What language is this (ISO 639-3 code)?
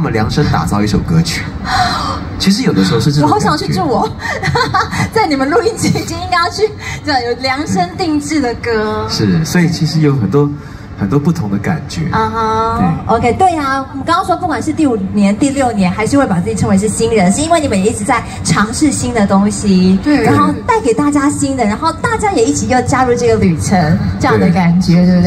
zho